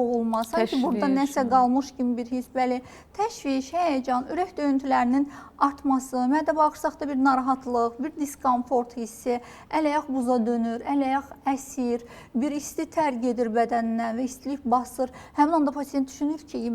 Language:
Azerbaijani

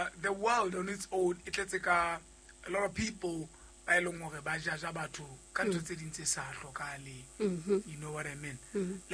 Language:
Southern Sotho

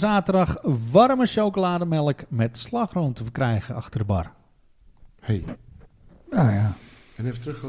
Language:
Dutch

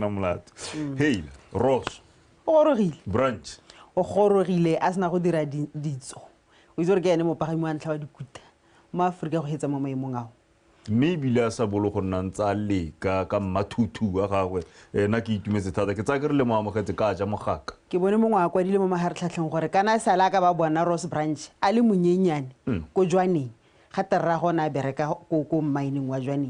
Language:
Tswana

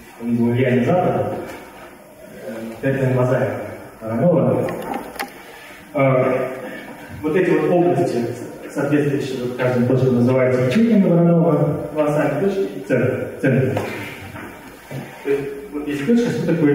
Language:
Russian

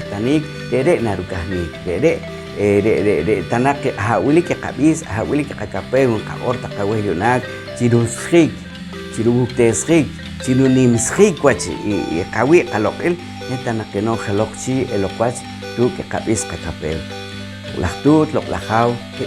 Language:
Poqomchi'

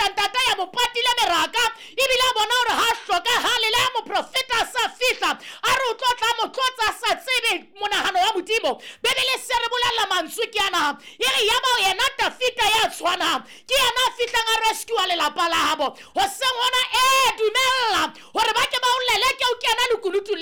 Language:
Southern Sotho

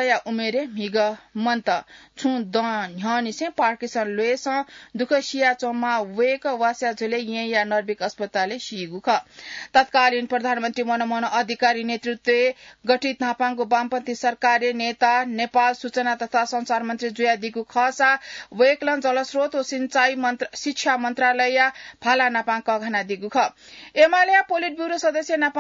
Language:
Newari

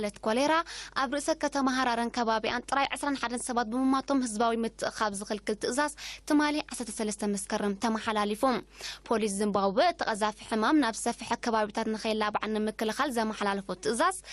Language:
Tigrinya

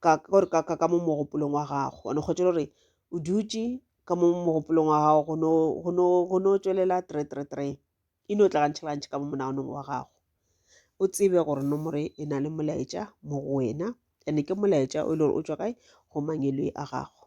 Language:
Northern Sotho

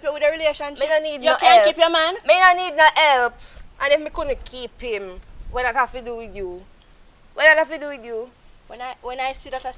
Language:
Jamaican Creole English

